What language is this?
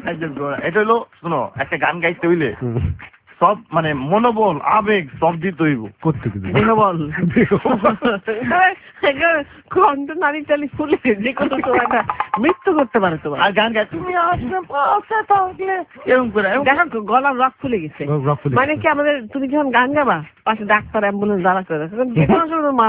Bangla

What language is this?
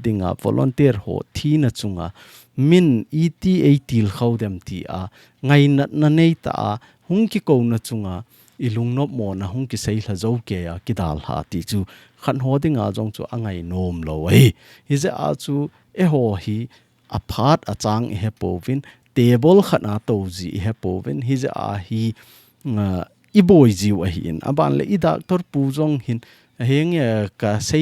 Thado Chin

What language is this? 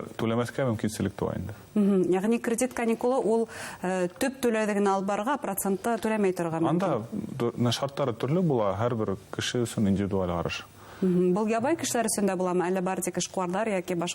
Bashkir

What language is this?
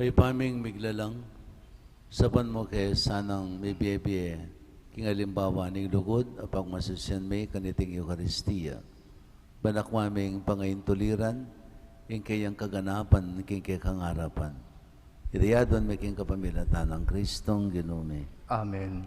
Pampanga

